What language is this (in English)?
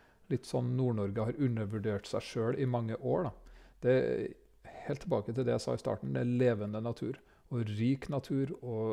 Norwegian